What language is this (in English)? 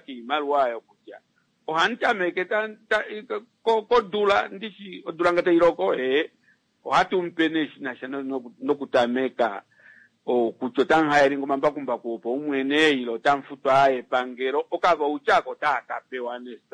Kuanyama